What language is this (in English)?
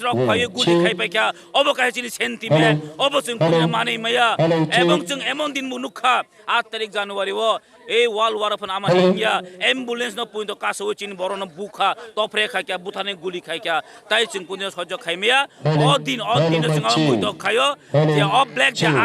Kok Borok